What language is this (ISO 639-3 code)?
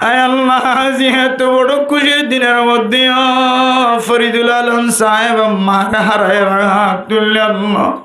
rhg